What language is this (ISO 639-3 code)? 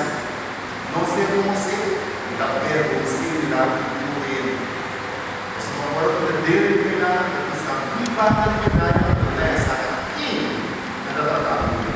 pap